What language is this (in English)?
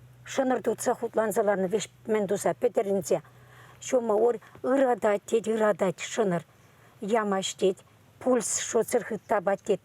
Chuvash